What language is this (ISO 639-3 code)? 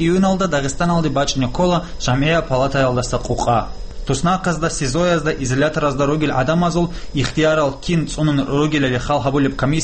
ava